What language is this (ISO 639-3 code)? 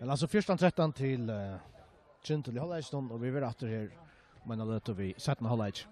fao